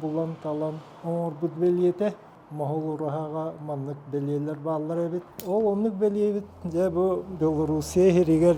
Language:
Yakut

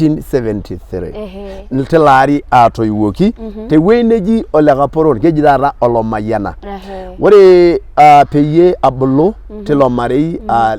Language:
Masai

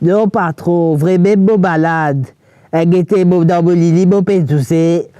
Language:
Morisyen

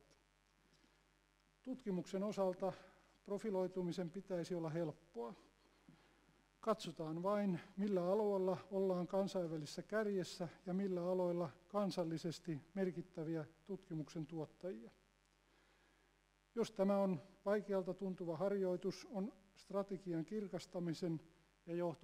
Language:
Finnish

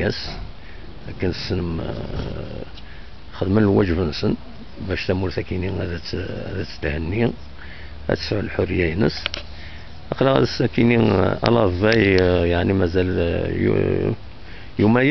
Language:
Kabyle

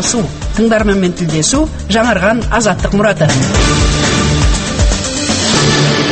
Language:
Kazakh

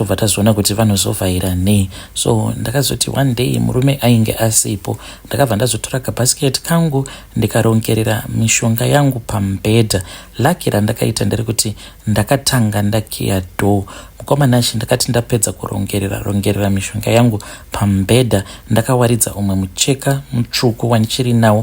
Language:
Shona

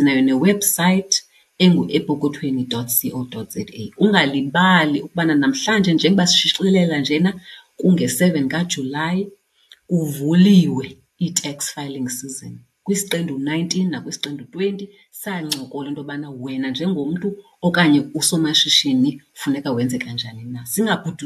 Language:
Xhosa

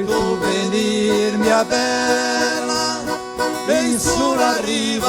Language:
Venetian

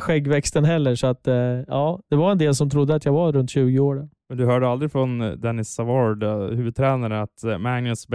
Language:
Swedish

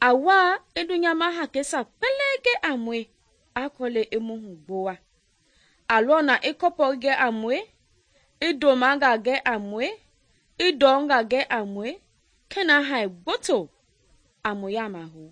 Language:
Mende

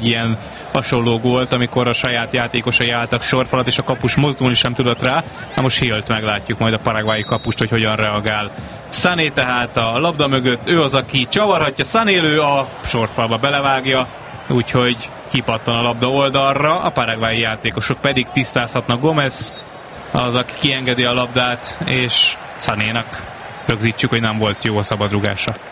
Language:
Hungarian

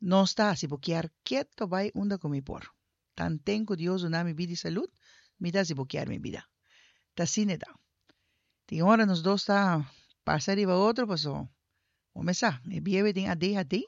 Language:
Papiamento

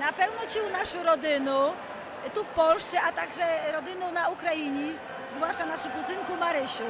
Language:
Rusyn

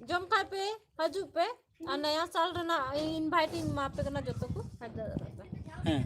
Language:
Santali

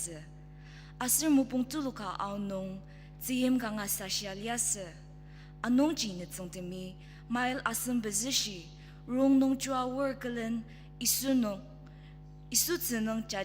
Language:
Ao Naga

